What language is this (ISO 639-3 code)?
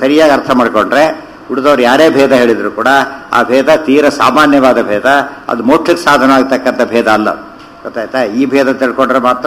kan